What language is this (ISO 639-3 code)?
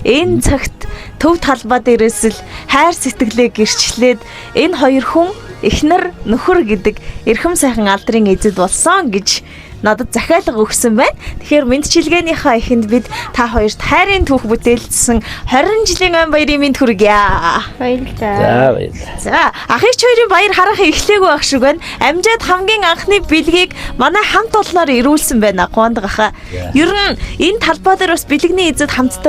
mon